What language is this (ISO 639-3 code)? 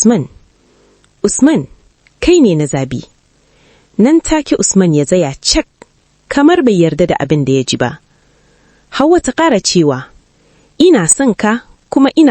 hau